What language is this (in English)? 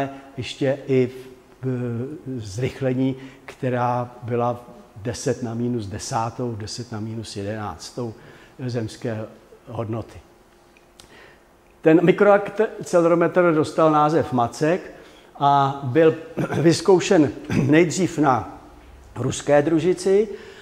Czech